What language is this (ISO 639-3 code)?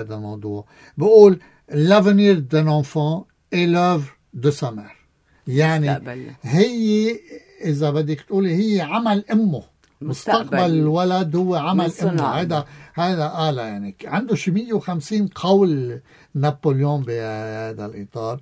apc